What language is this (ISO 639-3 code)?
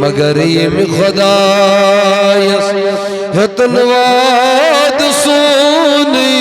kas